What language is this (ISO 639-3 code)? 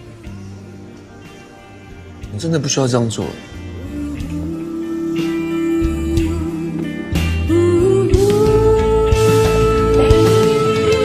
zho